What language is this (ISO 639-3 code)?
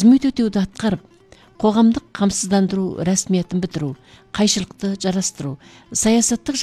kaz